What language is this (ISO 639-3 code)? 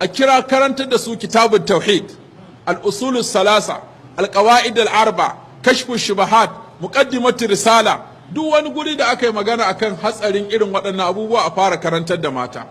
hau